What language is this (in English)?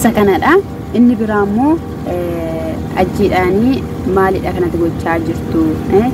Oromo